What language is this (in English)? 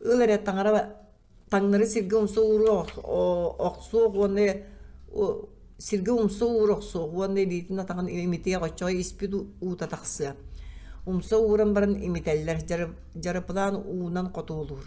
Yakut